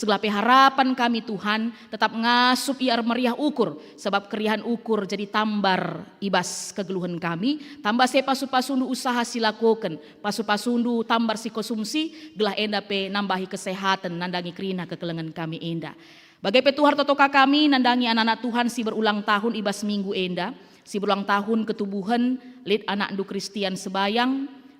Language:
Batak Karo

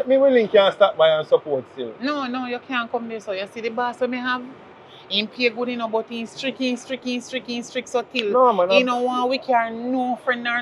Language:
Jamaican Creole English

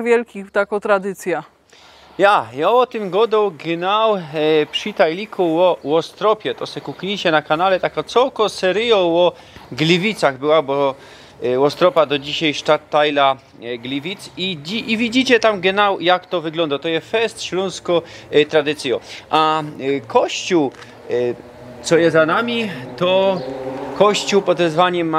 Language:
Silesian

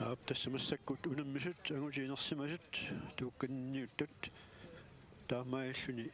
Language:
Kalaallisut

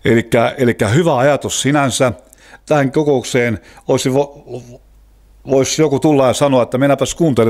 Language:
Finnish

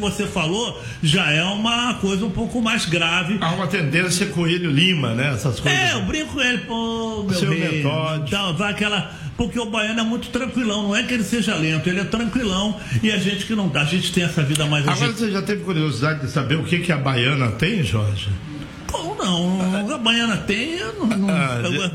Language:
Portuguese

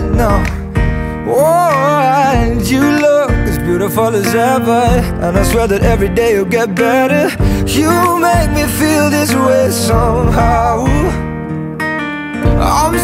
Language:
English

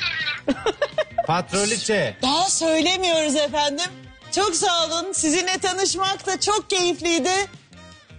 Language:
Turkish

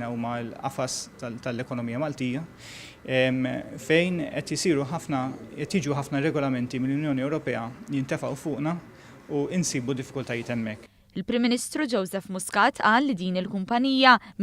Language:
Maltese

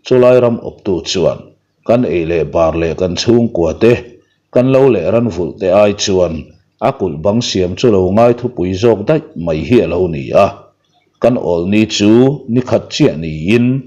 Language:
Mizo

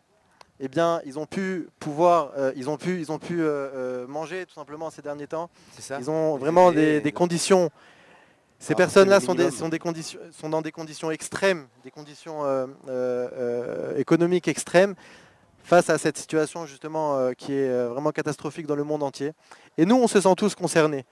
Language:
French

